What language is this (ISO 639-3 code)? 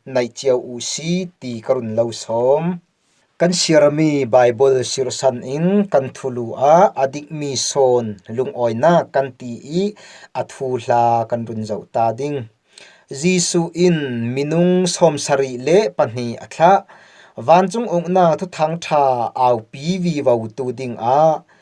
cfm